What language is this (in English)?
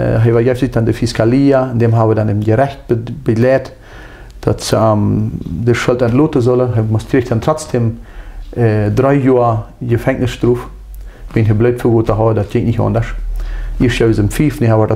Plautdietsch